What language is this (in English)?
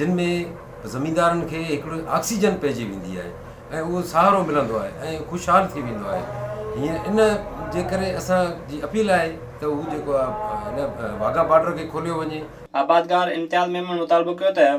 Sindhi